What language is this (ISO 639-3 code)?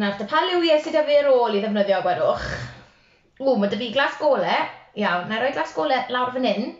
cym